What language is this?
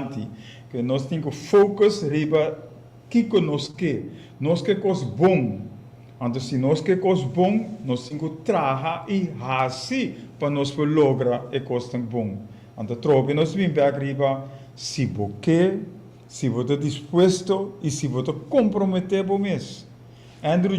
Papiamento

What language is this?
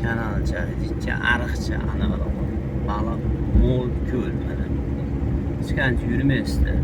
Uzbek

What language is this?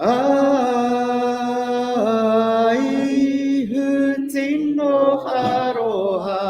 Māori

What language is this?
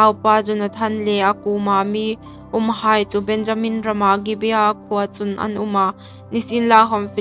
Hmar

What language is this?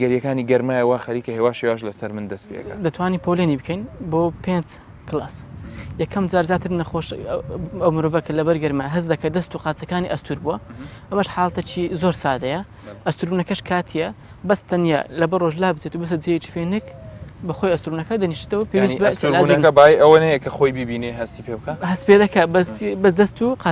Central Kurdish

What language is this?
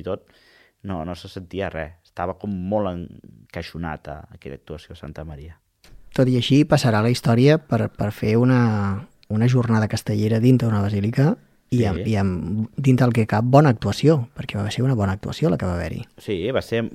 Catalan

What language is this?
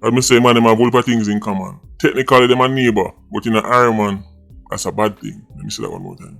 Jamaican Creole English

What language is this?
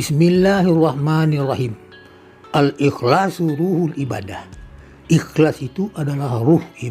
Minangkabau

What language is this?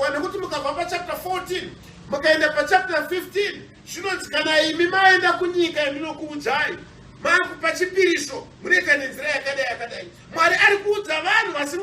Shona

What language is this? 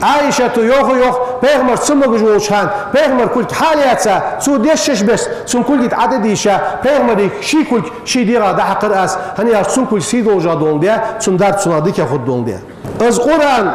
Ingush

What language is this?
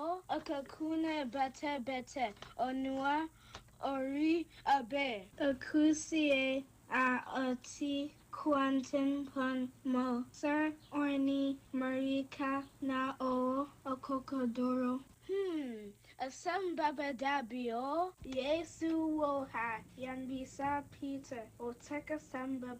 Akan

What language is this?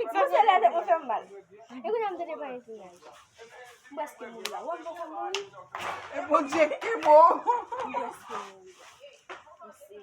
Haitian Creole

